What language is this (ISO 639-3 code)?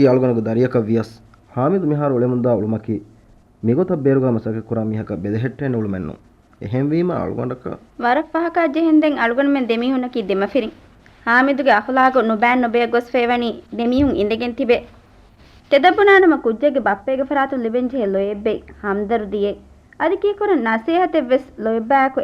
div